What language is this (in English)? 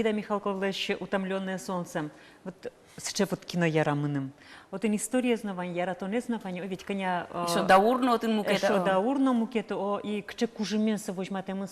Udmurt